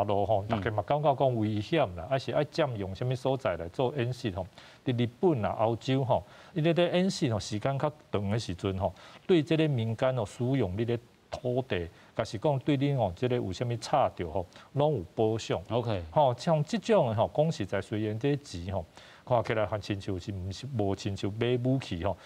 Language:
Min Nan Chinese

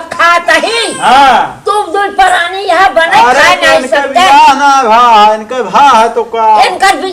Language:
Awadhi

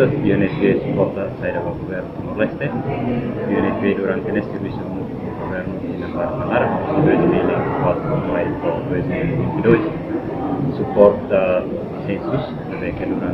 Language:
Tetum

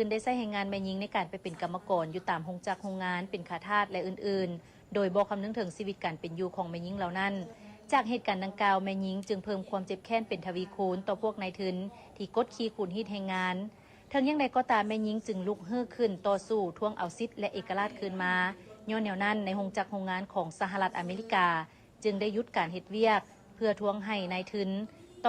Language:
Lao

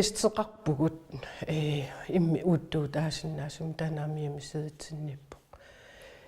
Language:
Kalaallisut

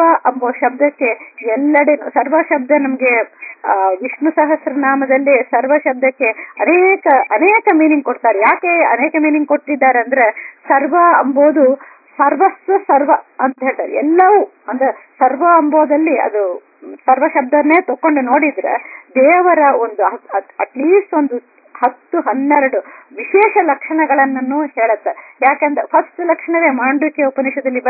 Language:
Kannada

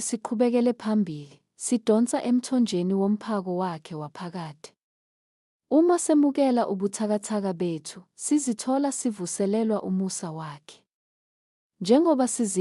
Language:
Zulu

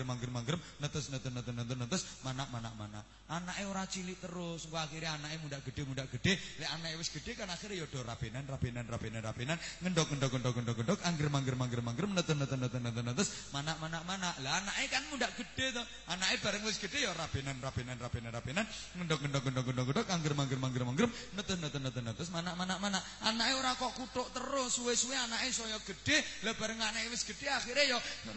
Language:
Javanese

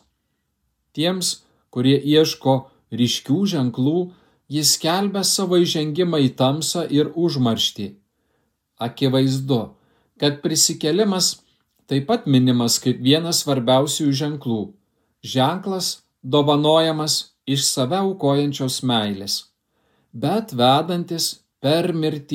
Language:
Lithuanian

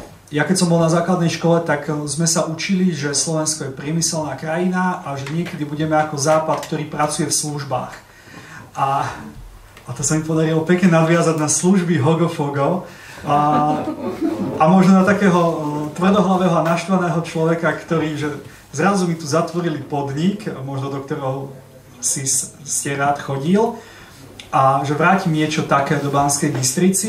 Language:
Slovak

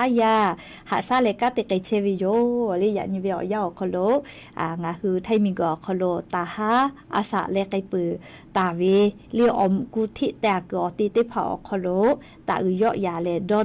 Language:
Lahu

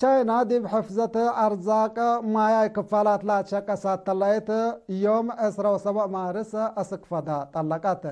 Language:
Tigre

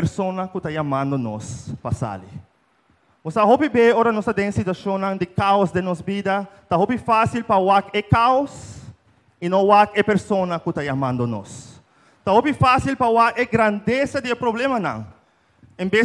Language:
Papiamento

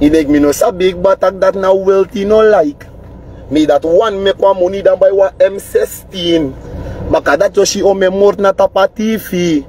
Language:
Sranan Tongo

